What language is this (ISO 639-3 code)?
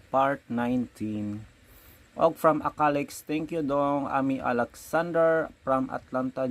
ceb